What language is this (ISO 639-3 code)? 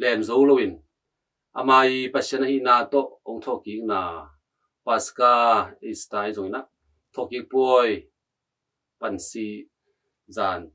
ctd